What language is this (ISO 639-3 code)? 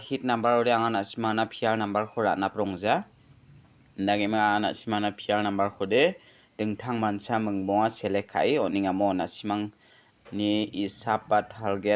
grt